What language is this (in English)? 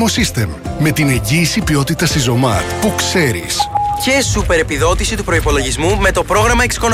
Greek